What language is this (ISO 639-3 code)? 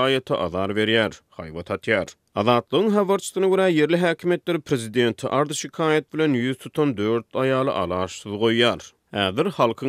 tuk